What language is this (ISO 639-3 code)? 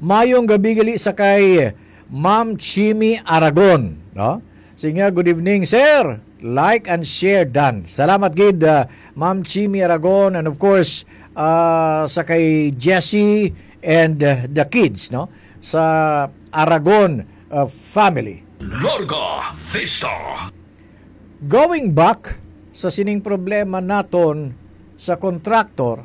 hil